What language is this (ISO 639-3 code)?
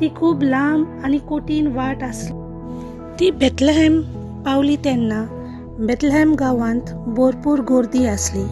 kok